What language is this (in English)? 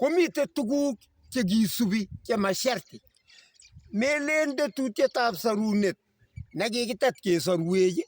Kalenjin